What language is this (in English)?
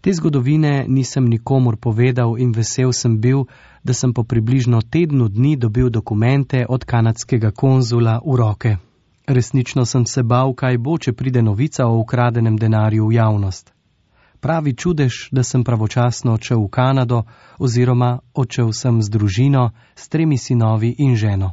Slovenian